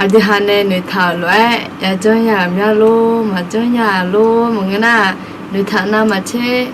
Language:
Akha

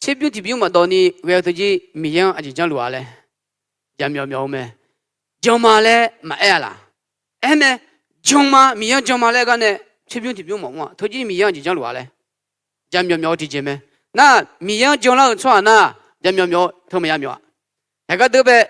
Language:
Akha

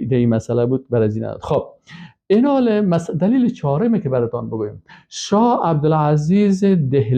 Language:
Persian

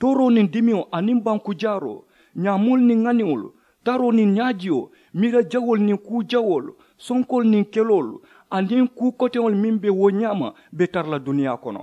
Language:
Mandingo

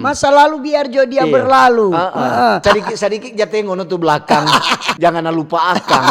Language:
Manado Malay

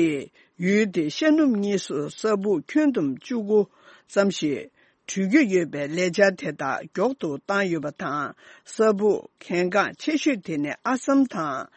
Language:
Tibetan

